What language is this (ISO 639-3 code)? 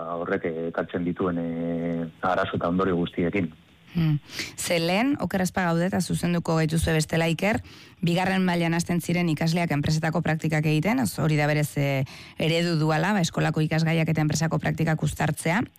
eus